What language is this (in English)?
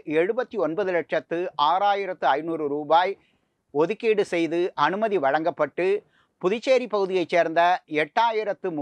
Tamil